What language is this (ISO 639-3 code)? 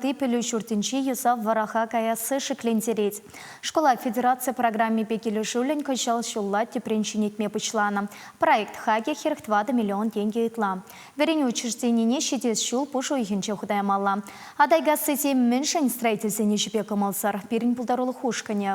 chv